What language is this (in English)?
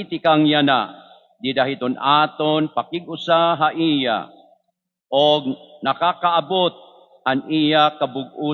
Waray